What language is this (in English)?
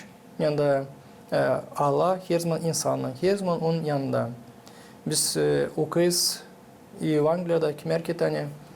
Gagauz